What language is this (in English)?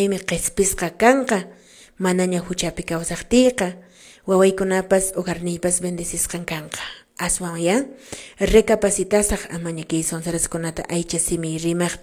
Quechua